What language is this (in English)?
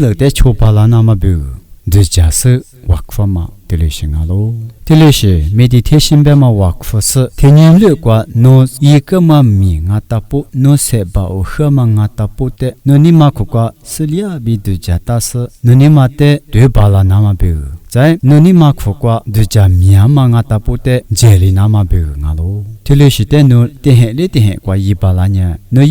Lisu